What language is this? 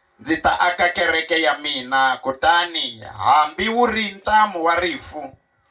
Tsonga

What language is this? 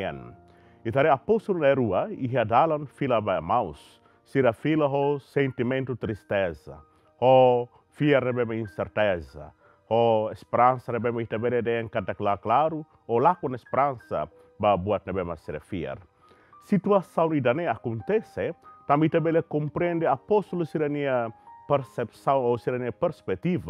Tetum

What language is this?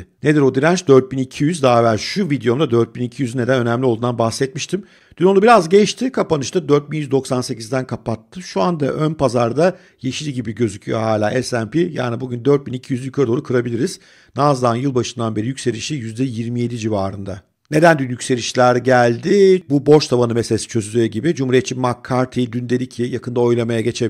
Turkish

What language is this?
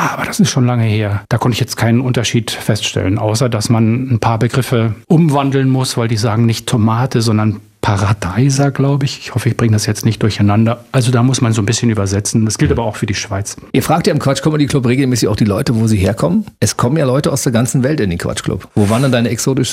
German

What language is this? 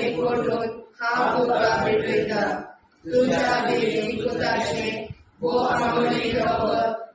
Konkani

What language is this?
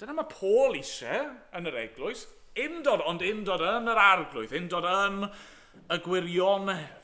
Welsh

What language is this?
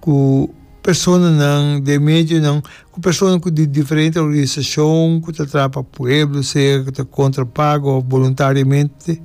Papiamento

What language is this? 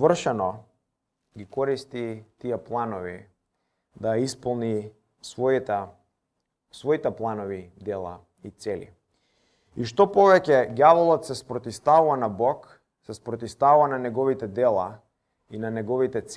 Macedonian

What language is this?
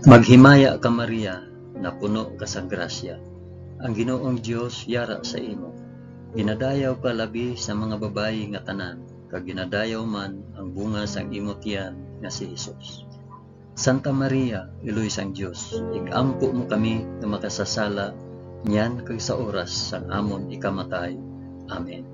Hiligaynon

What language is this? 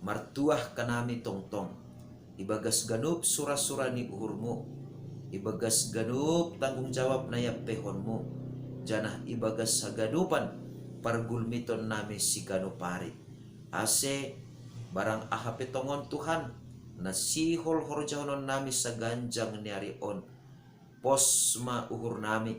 Batak Simalungun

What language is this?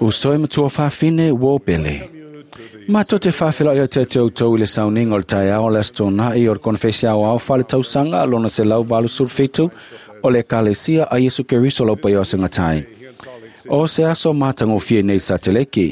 Samoan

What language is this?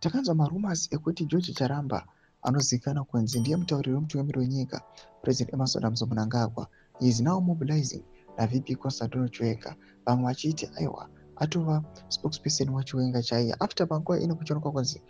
Shona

